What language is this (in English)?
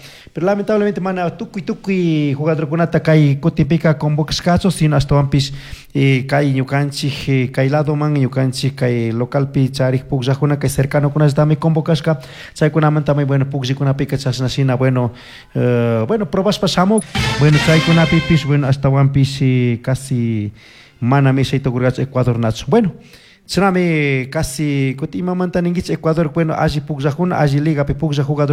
Chimborazo Highland Quichua